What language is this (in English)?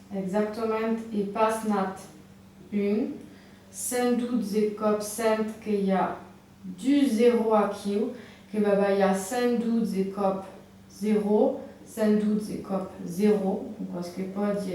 Occitan